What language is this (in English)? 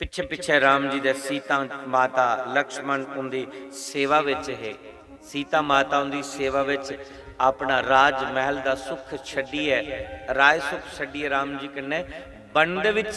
Dogri